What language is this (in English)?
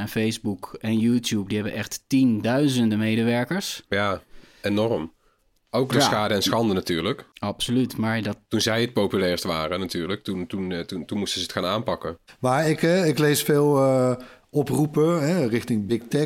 Dutch